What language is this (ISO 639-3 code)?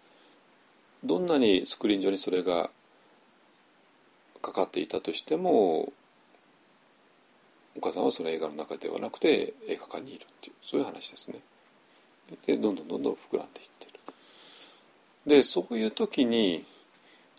jpn